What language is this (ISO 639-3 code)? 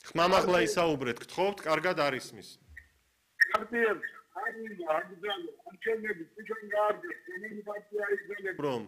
kat